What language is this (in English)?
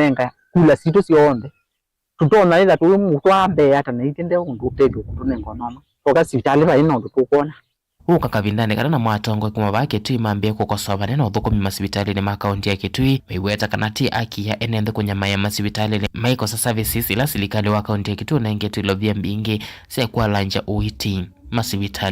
Kamba